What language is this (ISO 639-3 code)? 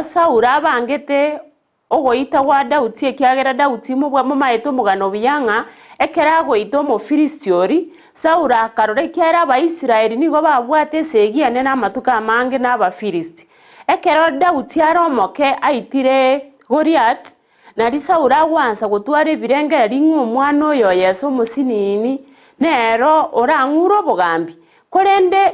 guz